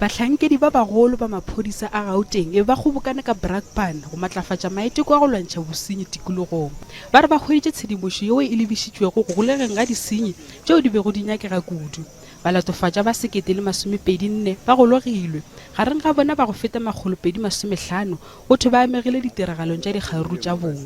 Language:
Northern Sotho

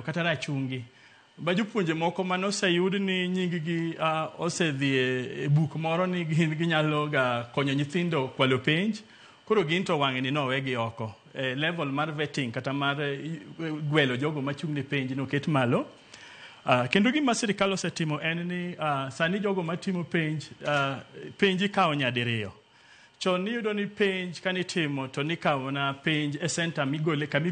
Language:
Luo (Kenya and Tanzania)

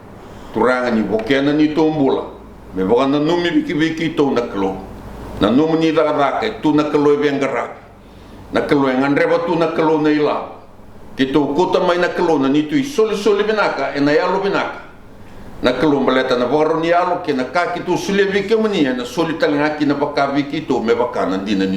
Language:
Fijian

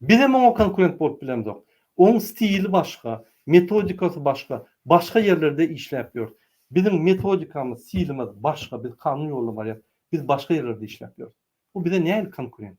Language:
Turkmen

